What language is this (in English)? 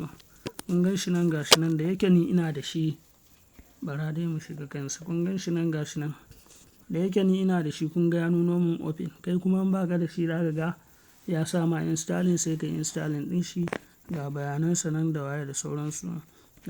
Hausa